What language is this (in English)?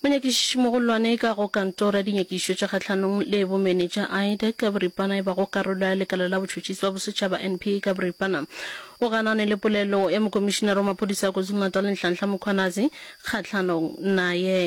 Northern Sotho